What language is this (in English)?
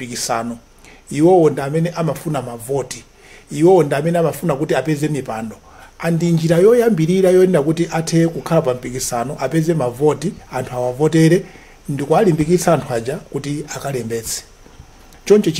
Nyanja